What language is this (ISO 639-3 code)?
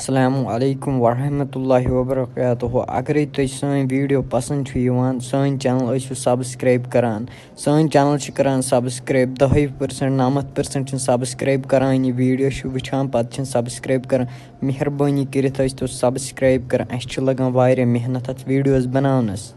kas